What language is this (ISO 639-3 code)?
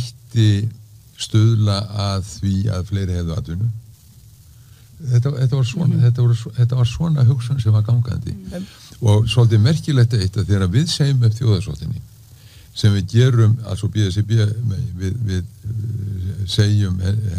isl